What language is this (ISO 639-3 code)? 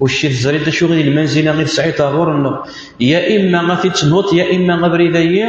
kab